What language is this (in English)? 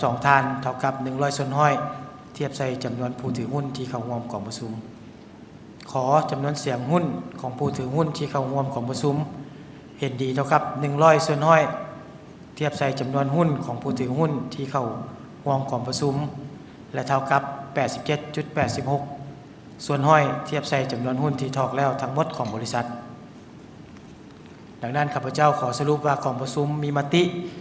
Lao